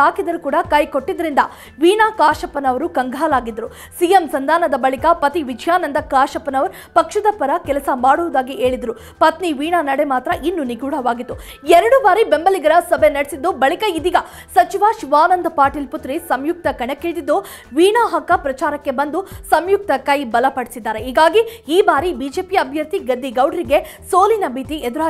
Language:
Kannada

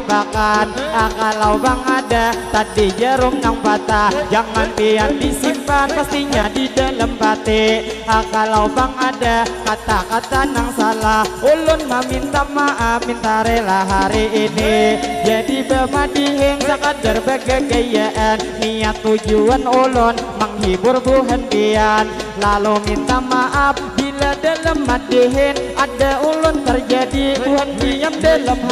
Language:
Banjar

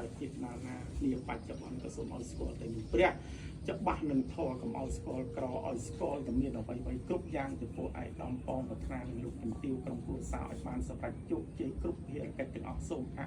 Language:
Khmer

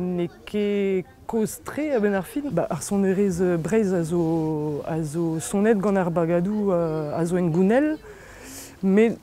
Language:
Breton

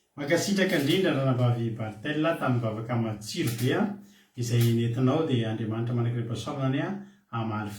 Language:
Malagasy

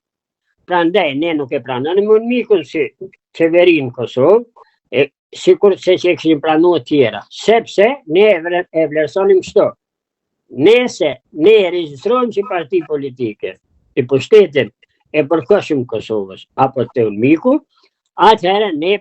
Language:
Albanian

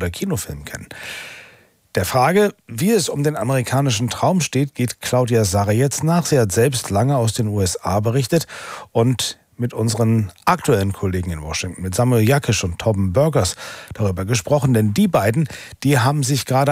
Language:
German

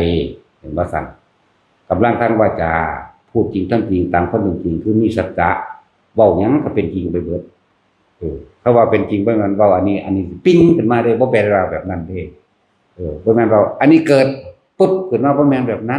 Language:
Northeastern Thai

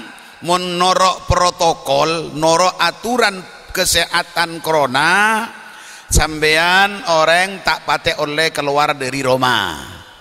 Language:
Madurese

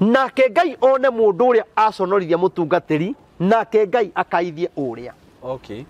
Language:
Kikuyu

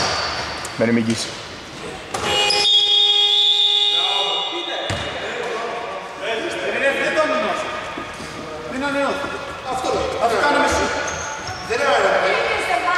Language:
Greek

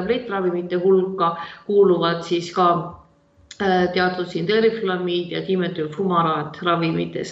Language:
Estonian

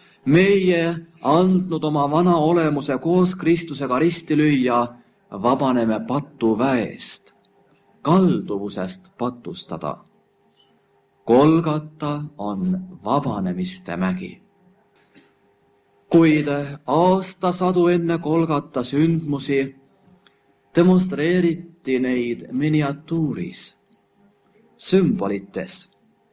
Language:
Estonian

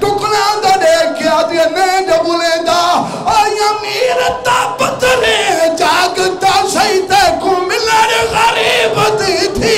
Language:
Saraiki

